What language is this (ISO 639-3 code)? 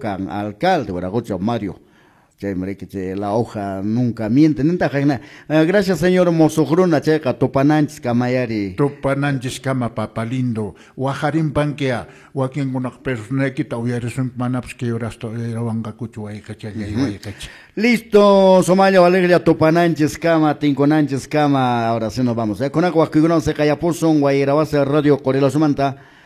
que